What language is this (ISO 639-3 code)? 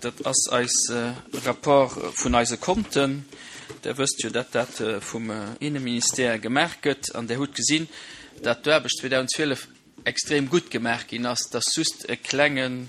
ltz